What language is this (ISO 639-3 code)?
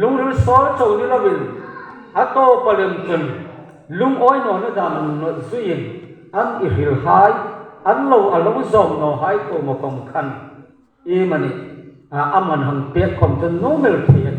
hmr